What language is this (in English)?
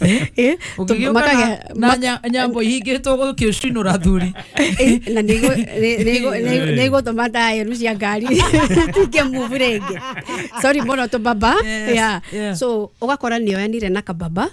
Kikuyu